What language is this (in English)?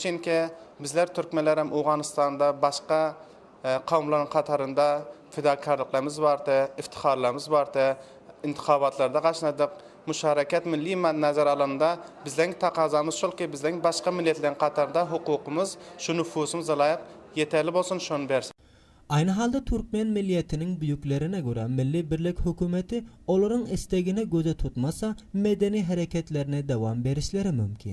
Turkmen